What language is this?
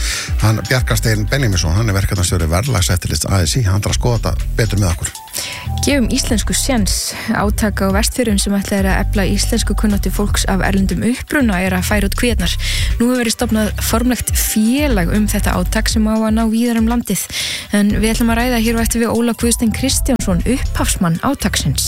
Icelandic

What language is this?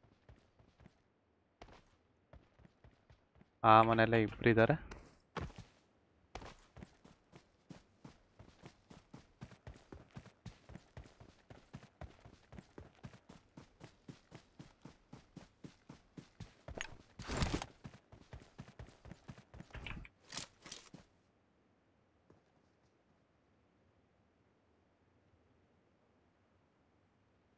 Kannada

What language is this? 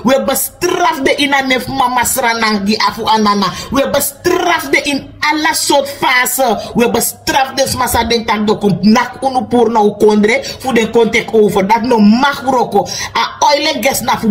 Sranan Tongo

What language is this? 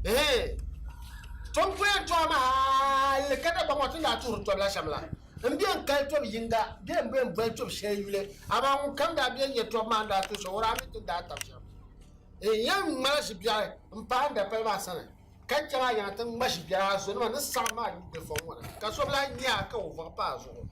Dagbani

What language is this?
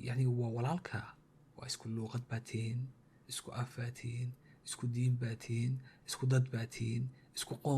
Somali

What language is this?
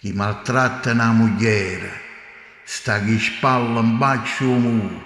Neapolitan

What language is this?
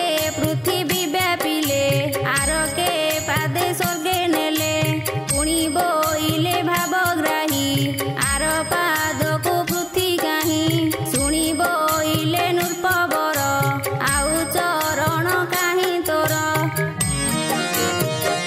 Odia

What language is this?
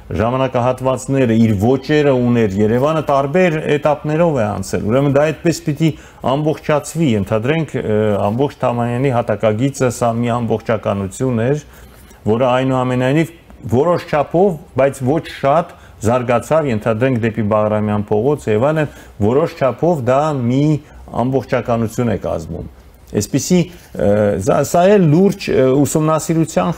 Armenian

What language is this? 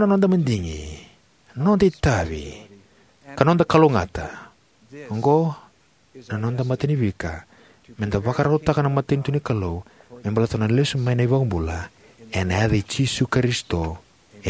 Fijian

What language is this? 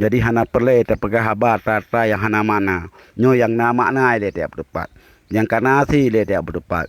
Achinese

